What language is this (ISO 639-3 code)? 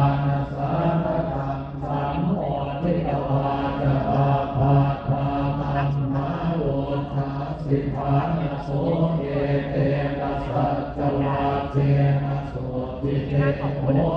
pli